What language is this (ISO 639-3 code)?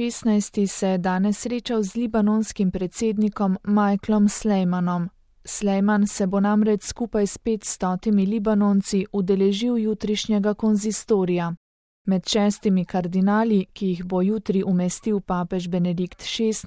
slv